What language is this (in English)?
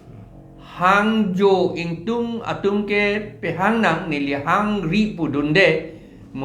Karbi